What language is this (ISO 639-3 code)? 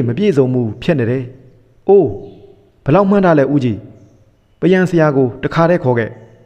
mya